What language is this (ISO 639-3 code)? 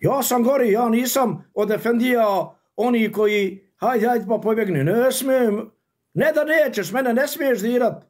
bos